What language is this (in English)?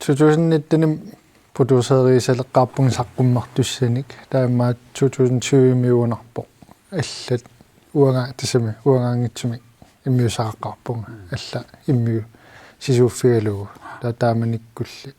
Kalaallisut